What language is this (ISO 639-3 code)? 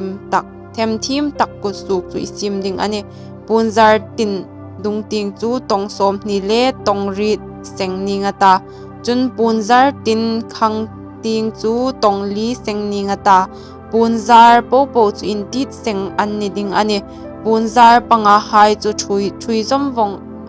hmr